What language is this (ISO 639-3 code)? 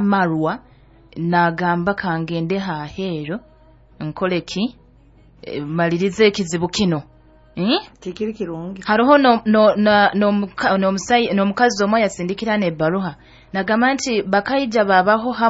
nyo